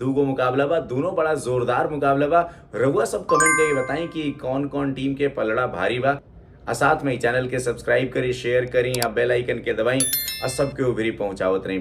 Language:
Bhojpuri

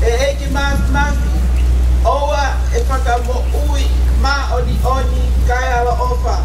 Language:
Tongan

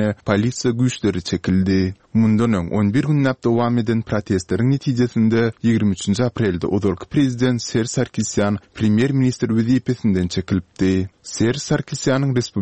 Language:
Turkmen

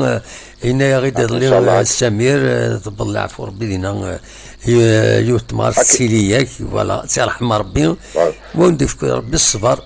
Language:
Kabyle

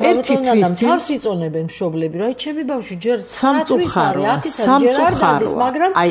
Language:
Georgian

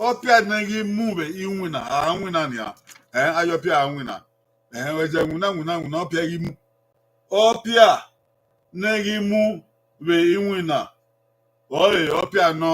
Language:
Bini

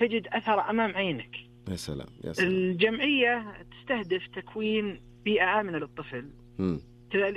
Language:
Najdi Arabic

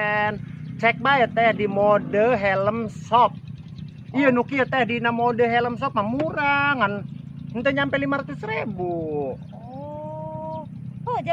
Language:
Sundanese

